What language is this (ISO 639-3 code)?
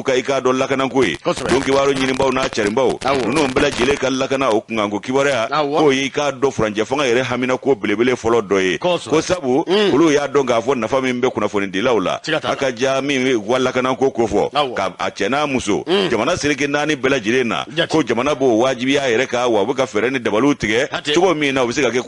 bam